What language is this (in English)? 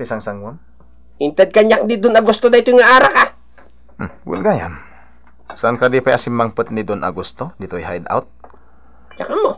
Iloko